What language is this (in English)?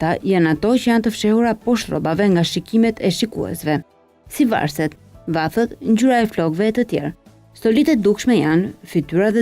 Albanian